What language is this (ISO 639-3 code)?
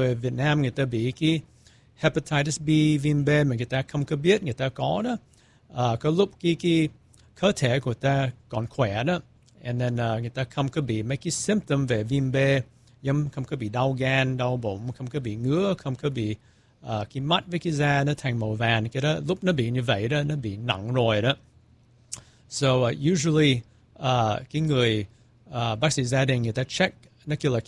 vie